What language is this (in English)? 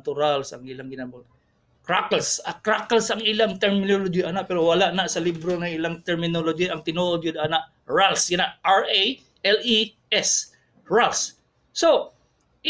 Cebuano